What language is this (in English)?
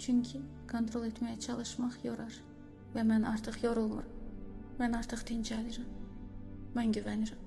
Azerbaijani